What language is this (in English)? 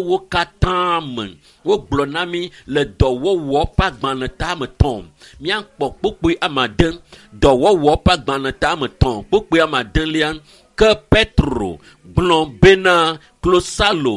Ewe